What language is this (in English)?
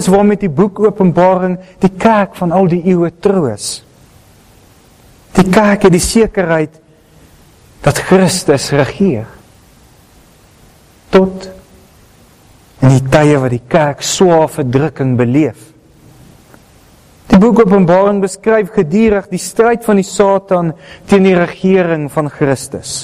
Afrikaans